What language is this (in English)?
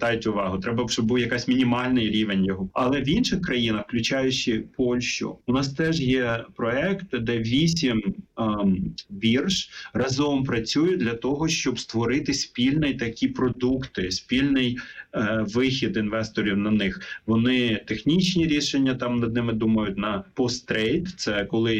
Ukrainian